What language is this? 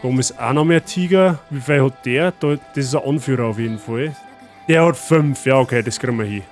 Bavarian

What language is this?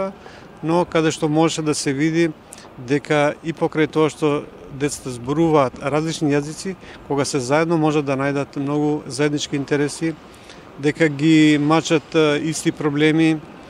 Macedonian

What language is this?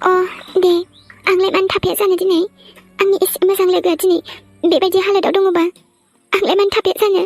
Bodo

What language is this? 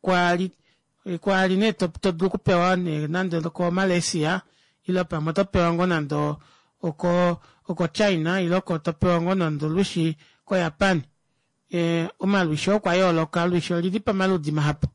Kuanyama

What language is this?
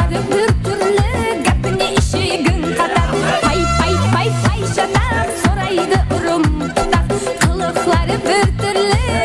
Kara-Kalpak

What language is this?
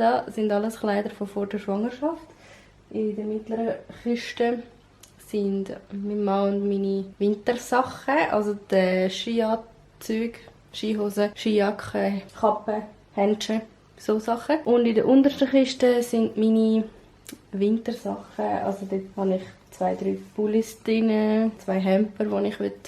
Swiss German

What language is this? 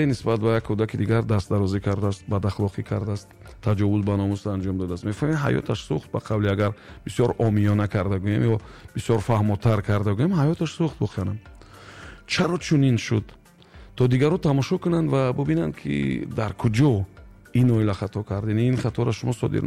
Tajik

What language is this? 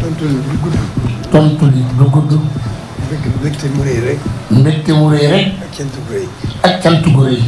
Wolof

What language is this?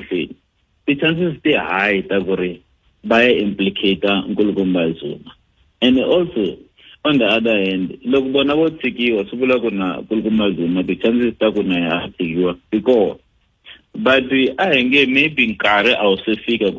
Tsonga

